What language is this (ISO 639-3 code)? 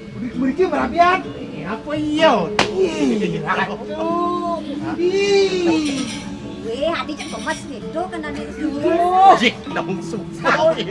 ban